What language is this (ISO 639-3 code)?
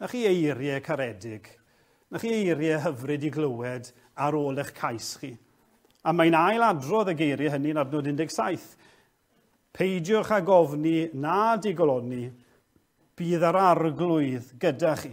cym